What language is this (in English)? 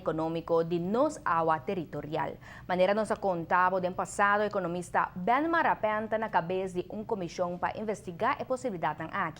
Papiamento